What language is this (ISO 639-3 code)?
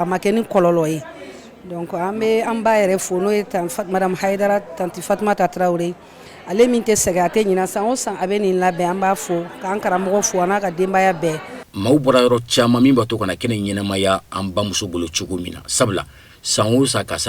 bam